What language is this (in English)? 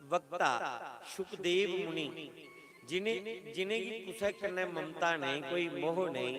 Dogri